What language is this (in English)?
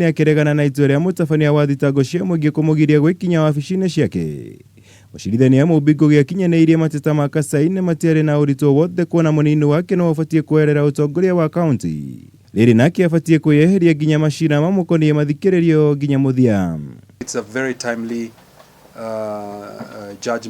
Kikuyu